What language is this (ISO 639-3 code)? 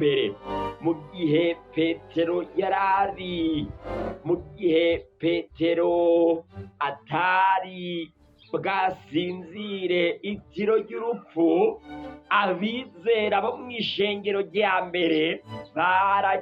run